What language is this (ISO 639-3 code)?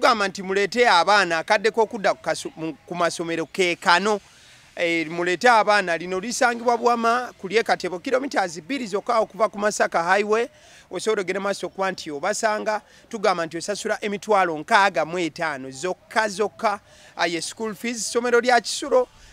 lug